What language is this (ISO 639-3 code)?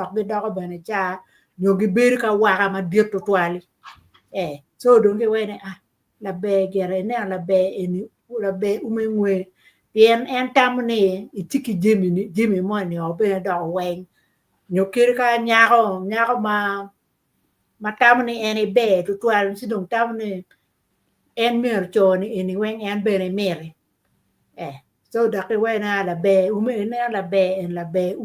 ach